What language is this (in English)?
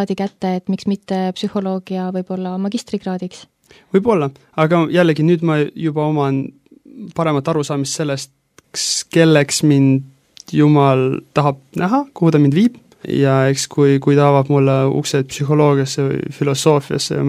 Estonian